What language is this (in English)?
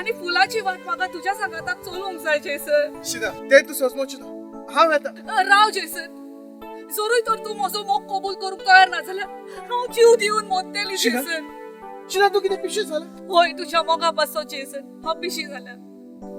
Konkani